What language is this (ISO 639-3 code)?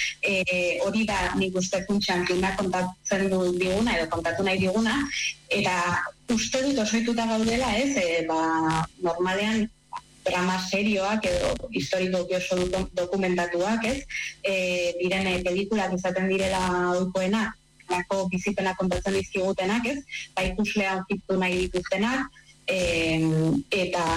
eus